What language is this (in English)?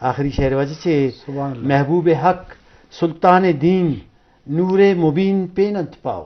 Eastern Balochi